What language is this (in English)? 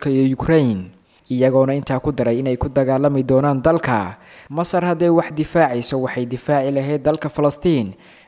Somali